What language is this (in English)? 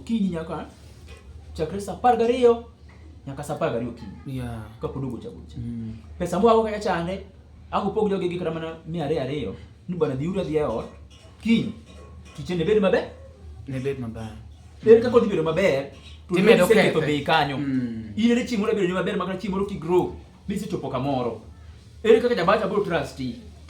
Luo (Kenya and Tanzania)